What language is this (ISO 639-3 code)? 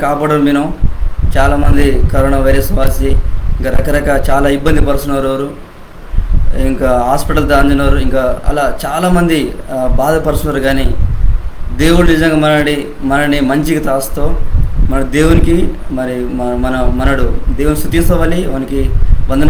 kff